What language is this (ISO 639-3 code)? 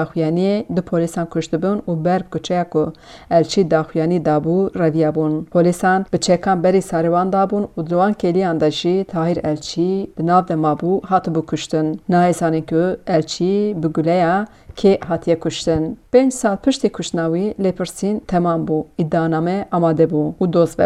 kur